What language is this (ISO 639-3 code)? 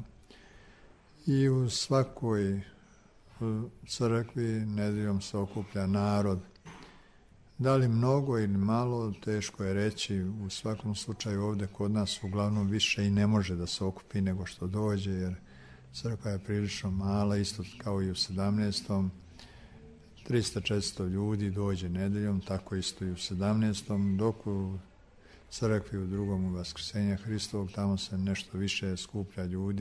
srp